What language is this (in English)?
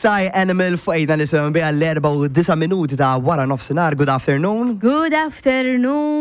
Maltese